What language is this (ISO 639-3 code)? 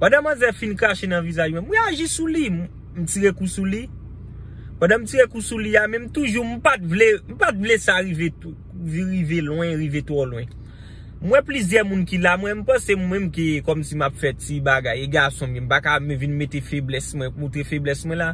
hat